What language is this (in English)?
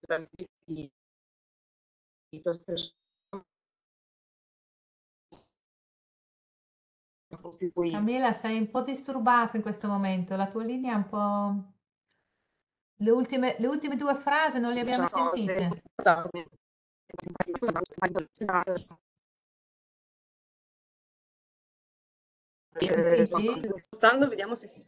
Italian